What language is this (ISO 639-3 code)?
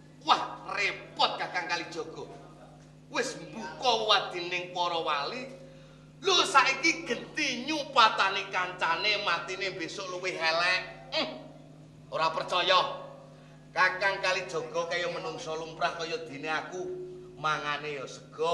jav